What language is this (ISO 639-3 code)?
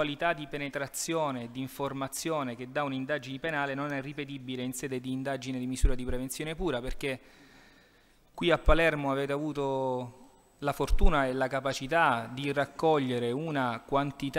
ita